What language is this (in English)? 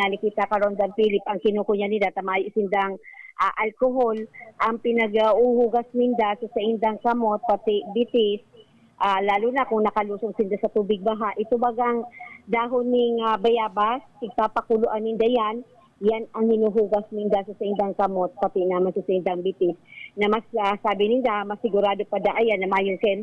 Bikol